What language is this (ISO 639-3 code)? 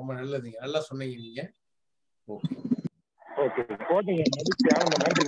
tam